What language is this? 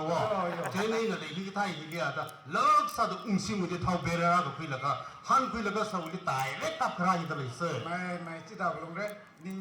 Tangkhul Naga (India)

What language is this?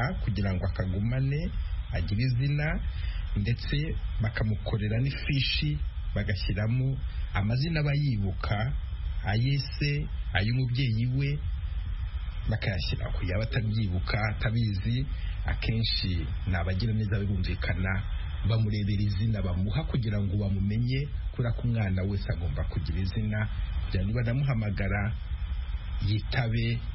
Kinyarwanda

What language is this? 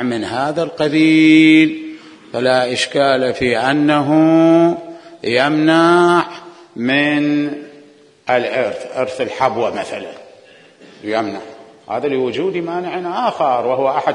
Mesopotamian Arabic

